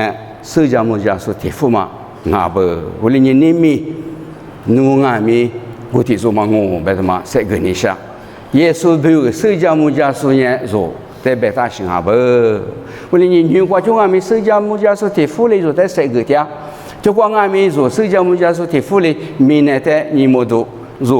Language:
Lisu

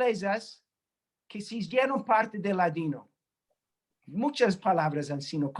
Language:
Ladino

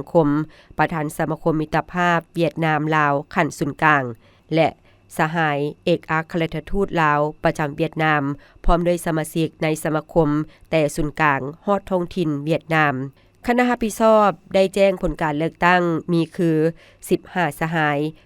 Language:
Lao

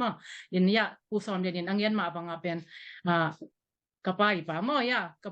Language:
Tedim Chin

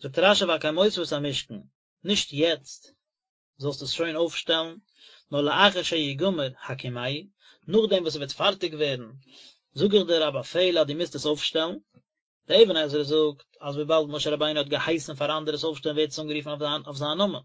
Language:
Yiddish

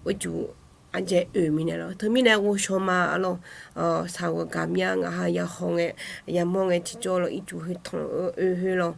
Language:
Akha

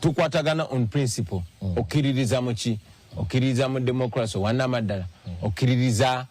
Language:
Ganda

